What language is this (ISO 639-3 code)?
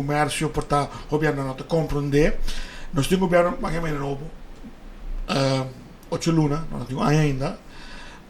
pap